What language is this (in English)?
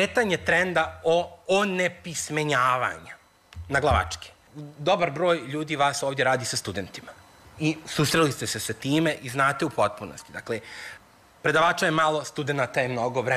Serbian